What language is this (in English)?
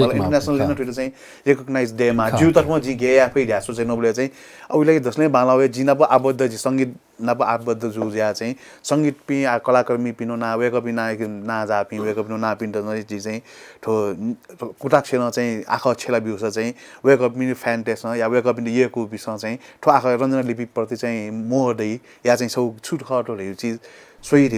Newari